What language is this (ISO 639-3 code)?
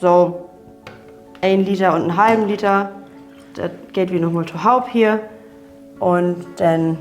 nds